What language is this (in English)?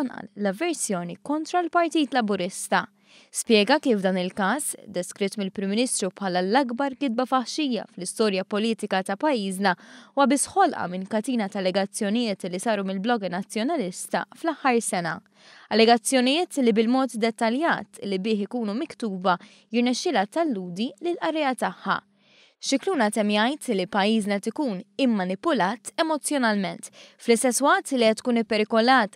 Maltese